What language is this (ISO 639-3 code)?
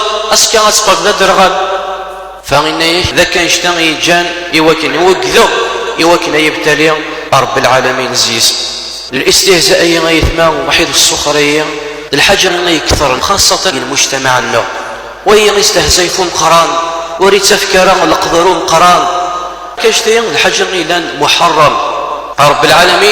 kab